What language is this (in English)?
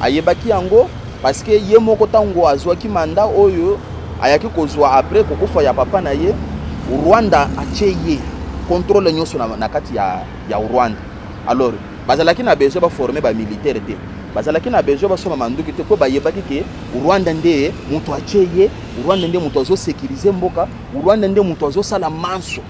Lingala